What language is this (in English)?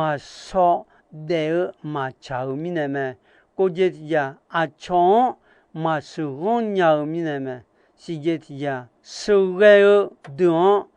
Akha